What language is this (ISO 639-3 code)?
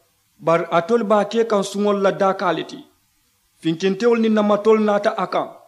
man